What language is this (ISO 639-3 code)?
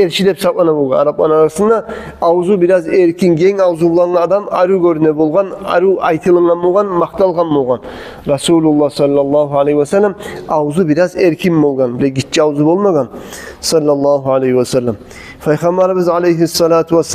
kum